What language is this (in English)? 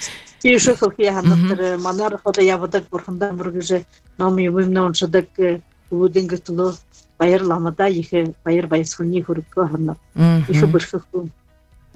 Buriat